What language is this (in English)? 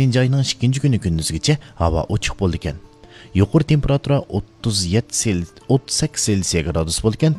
Uyghur